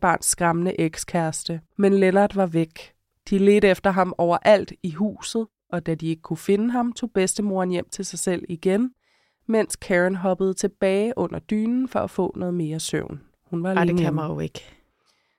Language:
Danish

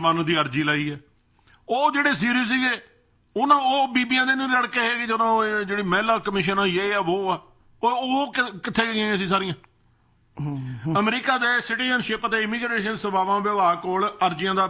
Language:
Punjabi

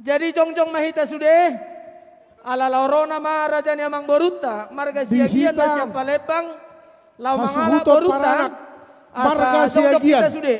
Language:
Batak Toba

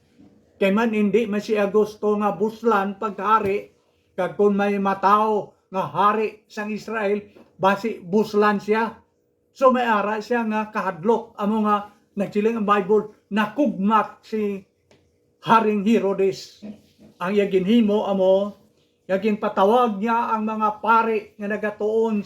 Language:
Hiligaynon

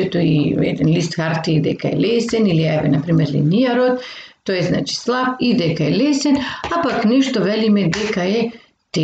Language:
Macedonian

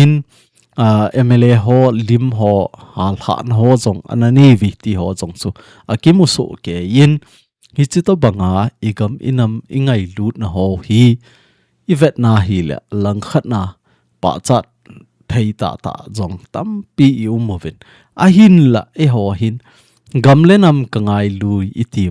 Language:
Thado Chin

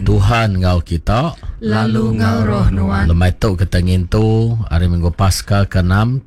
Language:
Iban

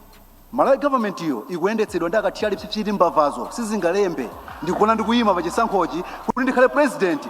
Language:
Nyanja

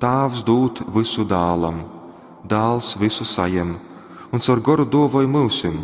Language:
Latgalian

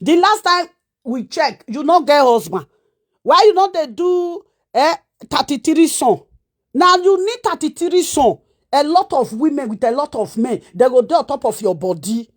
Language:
Nigerian Pidgin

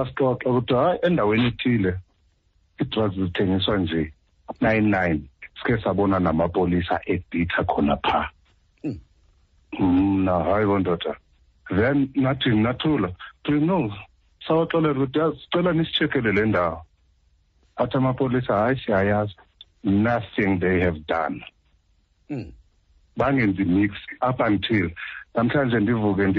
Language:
Xhosa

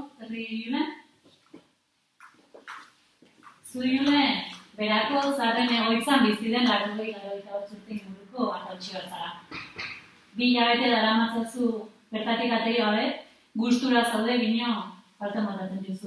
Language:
Basque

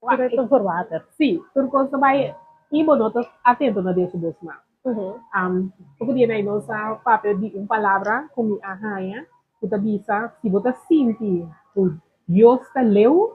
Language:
Papiamento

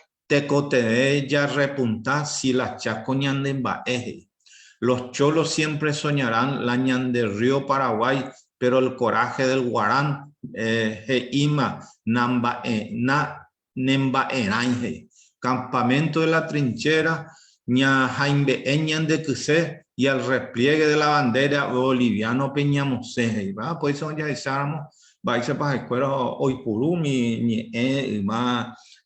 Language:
Guarani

